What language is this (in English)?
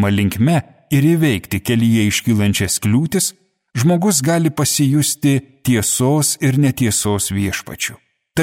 Lithuanian